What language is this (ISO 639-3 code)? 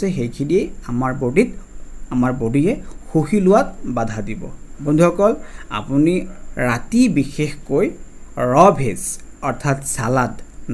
asm